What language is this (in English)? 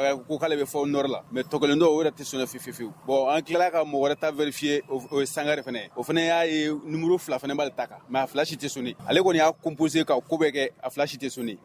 Bambara